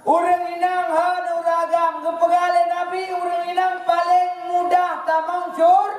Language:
Achinese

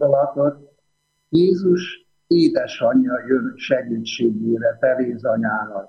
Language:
Hungarian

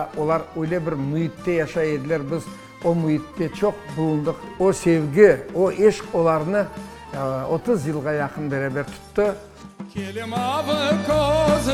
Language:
Crimean Tatar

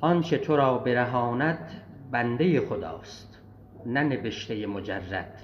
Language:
South Azerbaijani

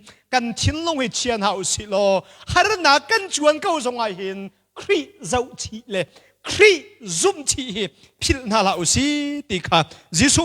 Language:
Hakha Chin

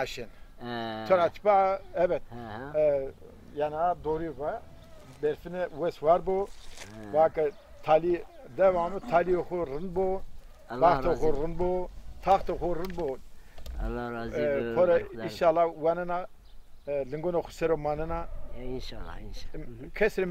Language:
Zaza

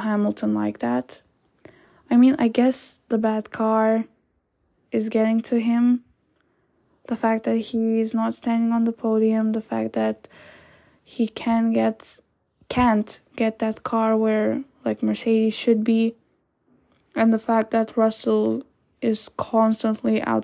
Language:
English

